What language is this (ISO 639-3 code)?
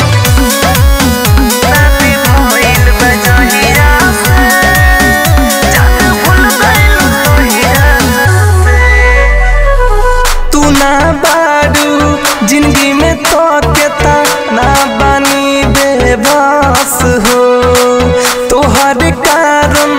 bho